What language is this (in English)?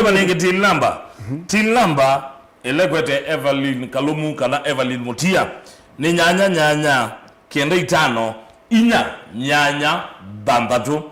Kamba